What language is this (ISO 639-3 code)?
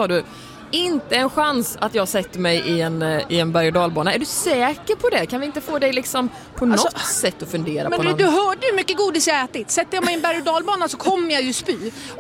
swe